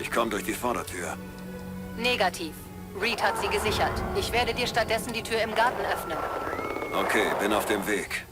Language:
Bavarian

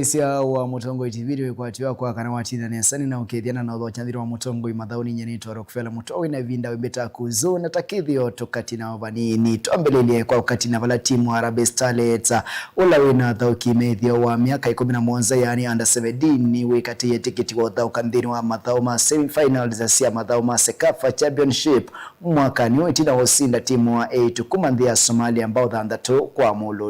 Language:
Kamba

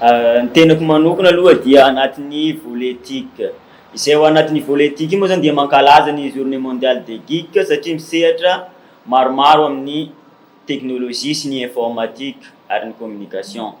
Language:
Malagasy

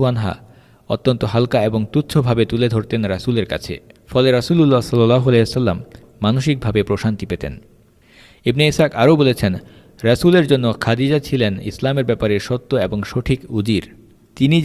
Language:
Bangla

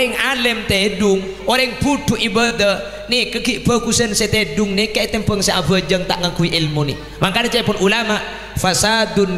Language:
Madurese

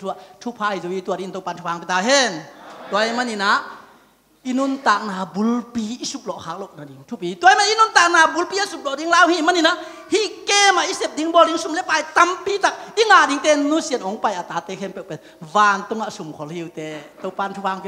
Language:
Tedim Chin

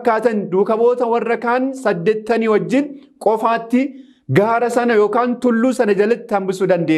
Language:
Oromo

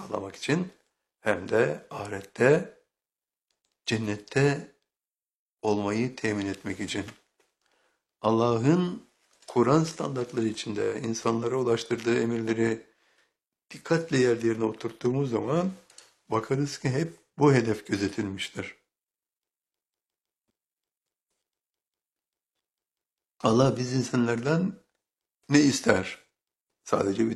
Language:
Turkish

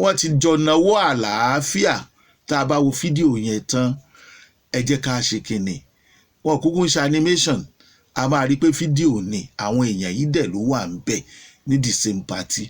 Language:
Yoruba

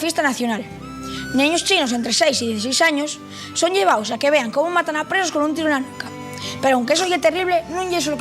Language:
Asturian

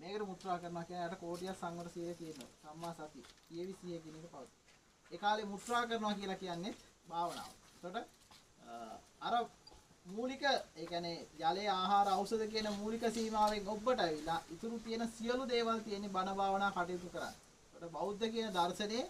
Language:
Sinhala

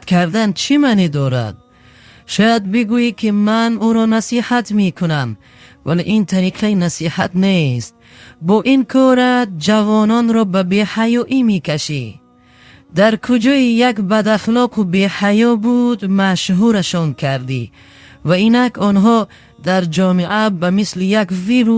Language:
Tajik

